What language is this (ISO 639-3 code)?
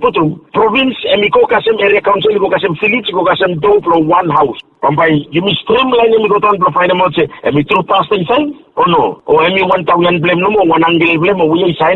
bis